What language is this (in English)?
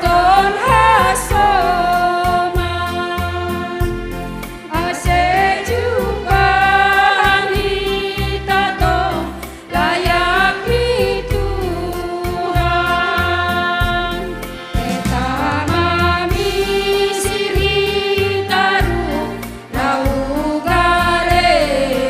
Batak Simalungun